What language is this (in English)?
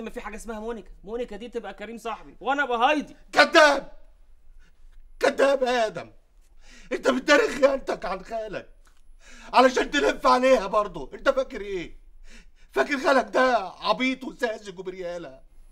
Egyptian Arabic